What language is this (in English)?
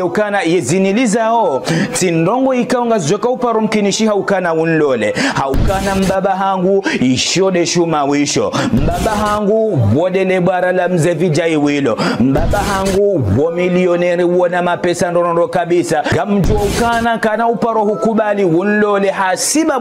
Ngazidja Comorian